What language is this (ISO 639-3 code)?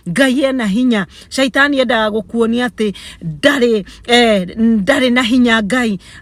kik